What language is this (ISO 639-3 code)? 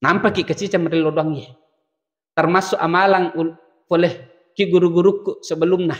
bug